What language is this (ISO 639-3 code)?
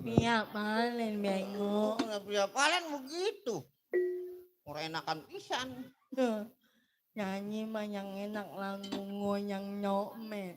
bew